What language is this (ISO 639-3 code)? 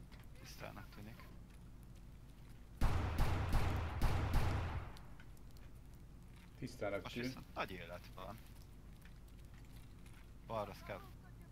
hun